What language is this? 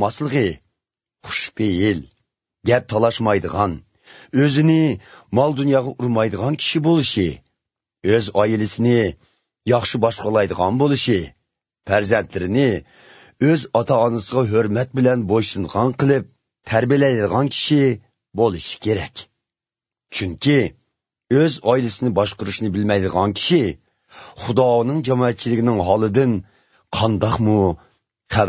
Uyghur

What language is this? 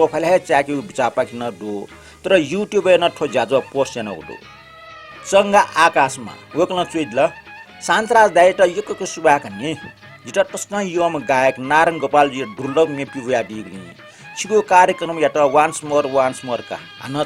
Newari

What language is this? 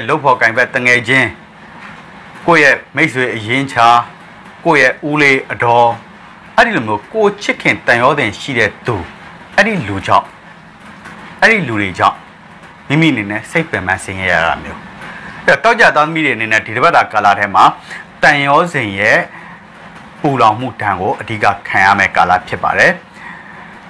Burmese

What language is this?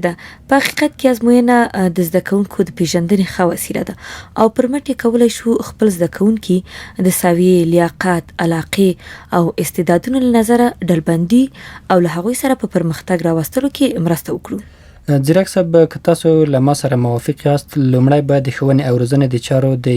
Pashto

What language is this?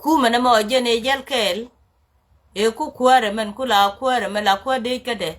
Nuer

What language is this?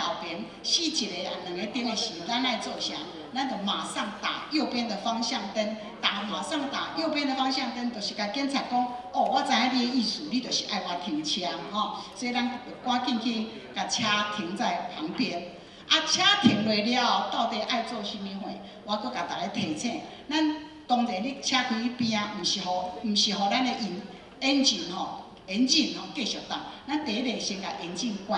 Min Nan Chinese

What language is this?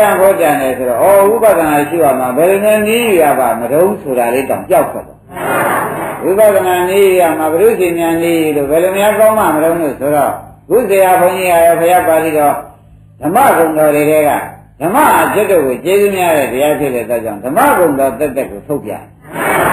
Burmese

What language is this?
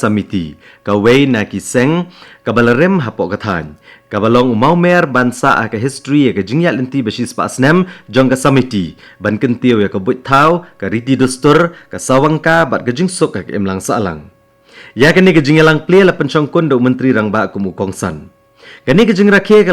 Khasi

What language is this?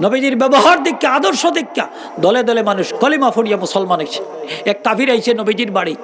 Sylheti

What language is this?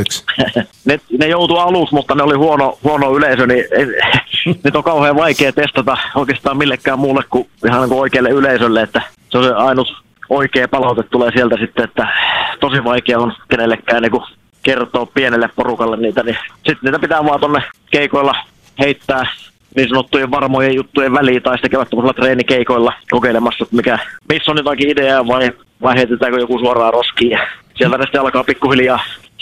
Finnish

